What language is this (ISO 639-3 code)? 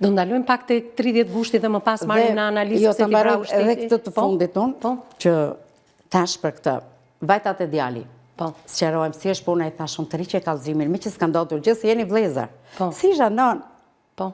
sqi